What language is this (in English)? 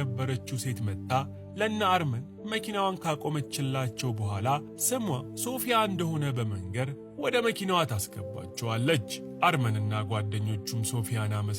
Amharic